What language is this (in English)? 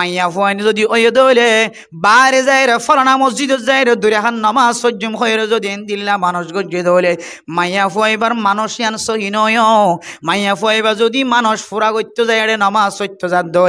Rohingya